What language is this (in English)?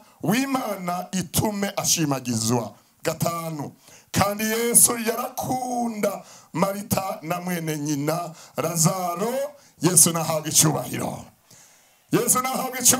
Rundi